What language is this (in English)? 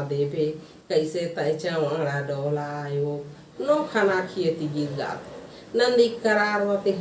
Chhattisgarhi